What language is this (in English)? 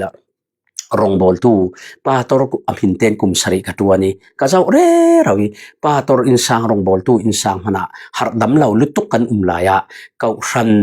Falam Chin